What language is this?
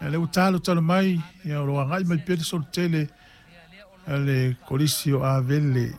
Samoan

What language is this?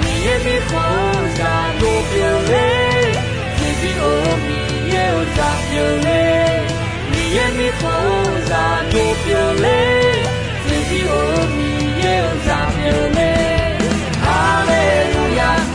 Akha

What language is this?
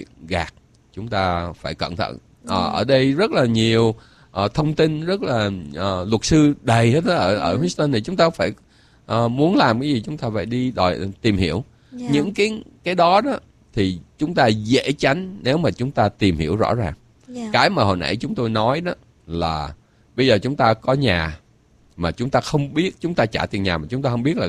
Vietnamese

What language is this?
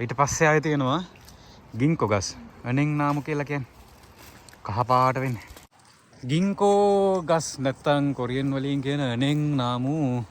Sinhala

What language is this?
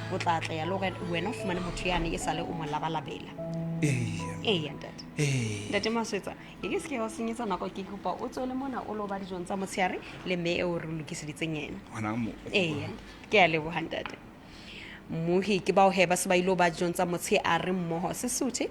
Southern Sotho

